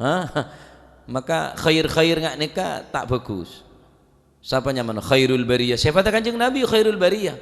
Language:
Madurese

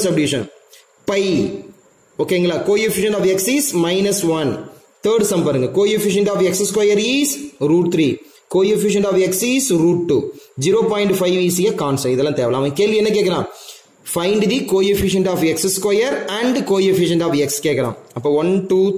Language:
Tamil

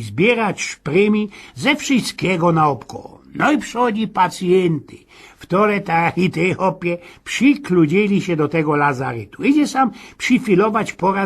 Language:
Silesian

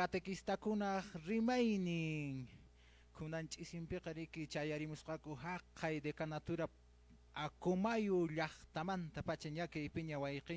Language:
Quechua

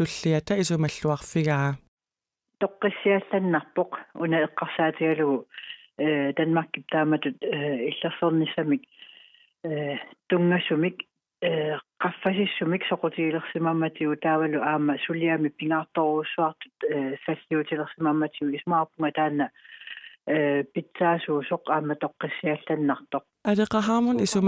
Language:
Kalaallisut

